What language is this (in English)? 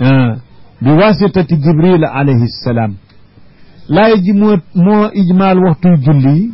Wolof